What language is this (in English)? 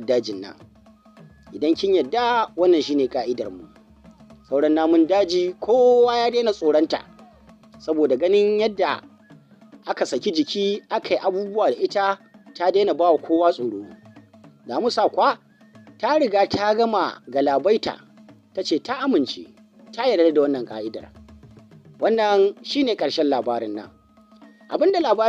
Hausa